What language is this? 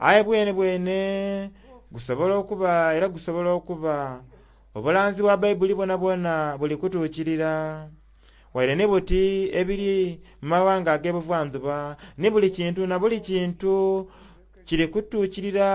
Soga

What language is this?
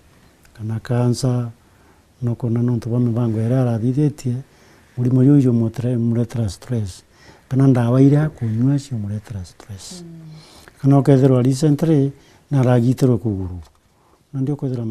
Meru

